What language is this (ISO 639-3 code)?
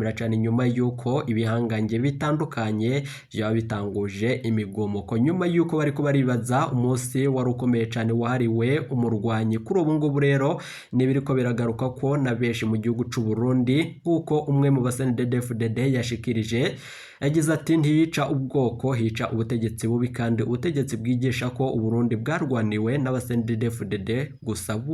run